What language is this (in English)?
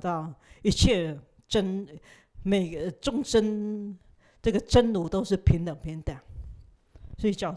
Chinese